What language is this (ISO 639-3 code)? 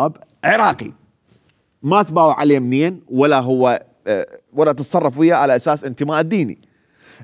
acm